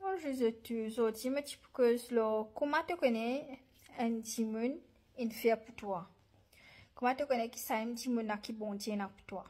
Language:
Morisyen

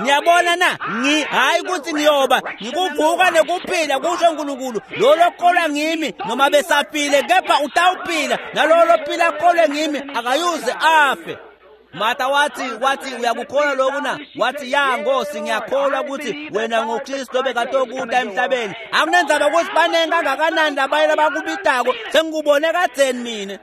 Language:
Swati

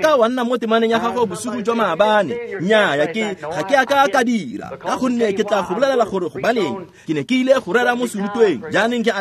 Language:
Tswana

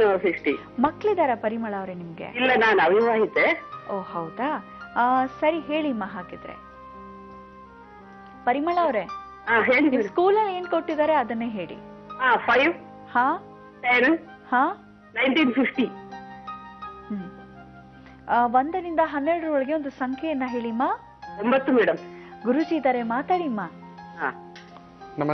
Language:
Kannada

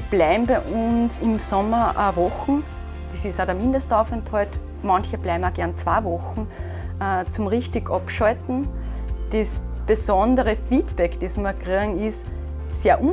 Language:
Bavarian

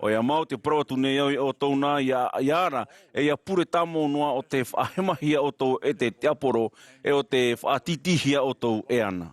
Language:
Tahitian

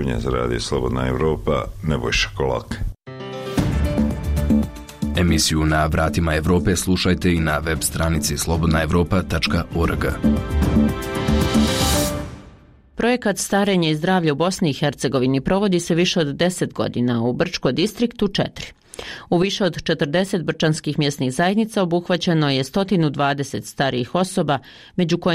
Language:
Bosnian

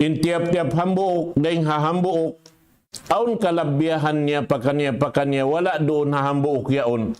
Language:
Tausug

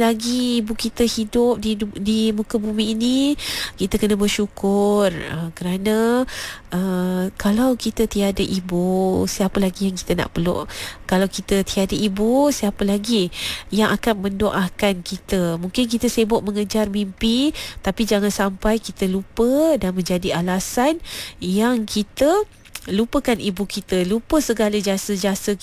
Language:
Malay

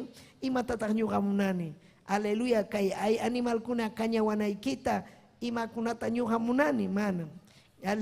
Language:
Ayacucho Quechua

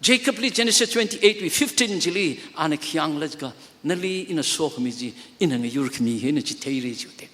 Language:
Tangkhul Naga (India)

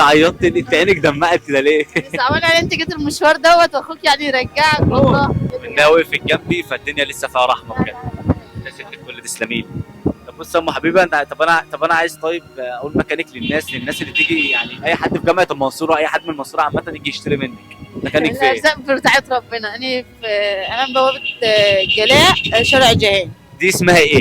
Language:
Egyptian Arabic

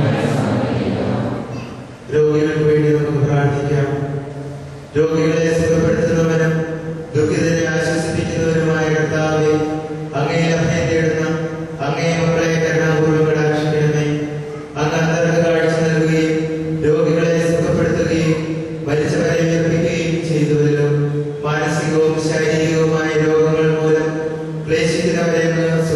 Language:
Malayalam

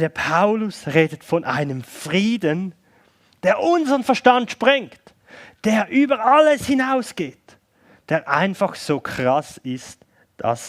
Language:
Swiss German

